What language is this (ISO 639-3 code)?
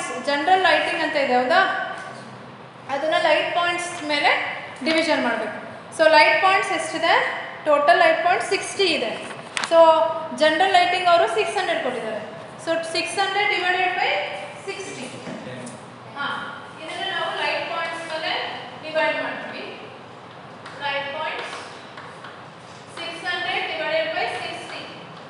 kan